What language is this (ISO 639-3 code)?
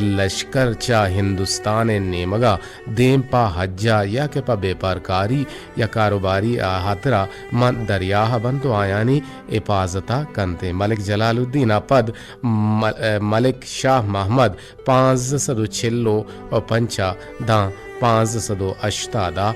bgp